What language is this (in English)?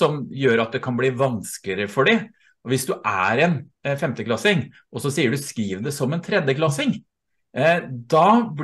Norwegian